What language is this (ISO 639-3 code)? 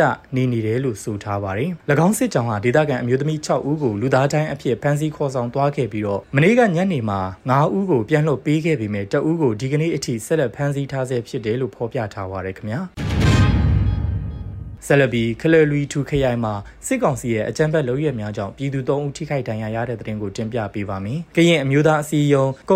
mya